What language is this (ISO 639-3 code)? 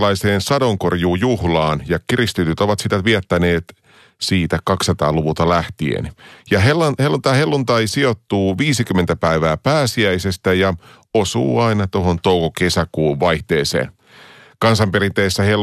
fin